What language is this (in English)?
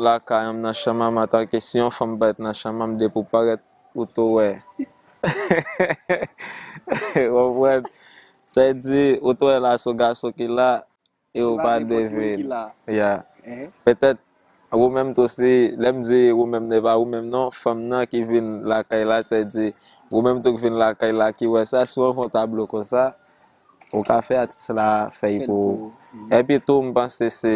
Haitian Creole